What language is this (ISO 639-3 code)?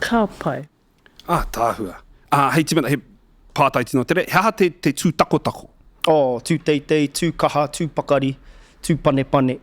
mri